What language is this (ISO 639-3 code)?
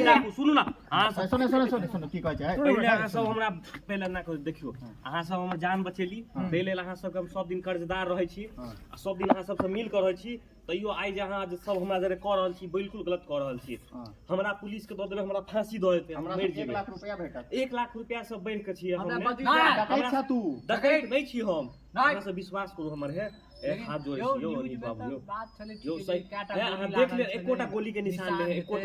mai